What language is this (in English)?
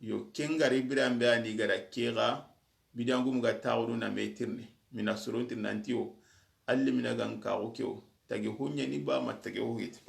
Soninke